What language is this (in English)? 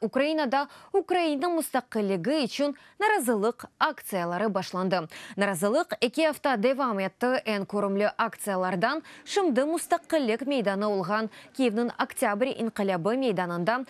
Crimean Tatar